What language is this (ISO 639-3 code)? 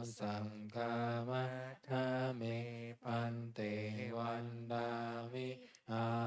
pli